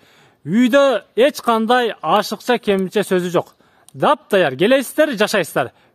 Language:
Kyrgyz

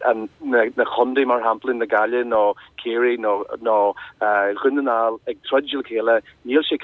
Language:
Irish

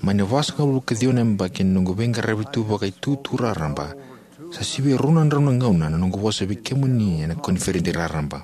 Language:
Fijian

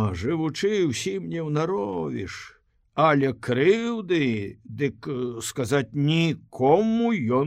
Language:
Belarusian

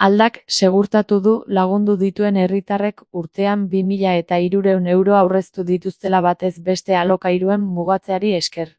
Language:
Basque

